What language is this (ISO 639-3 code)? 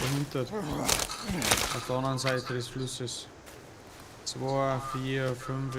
bar